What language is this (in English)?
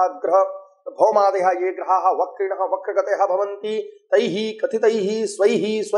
Sanskrit